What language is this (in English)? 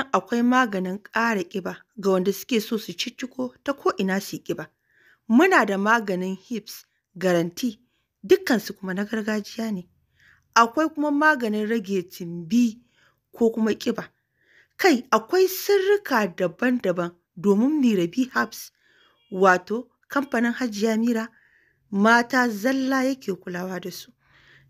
Hausa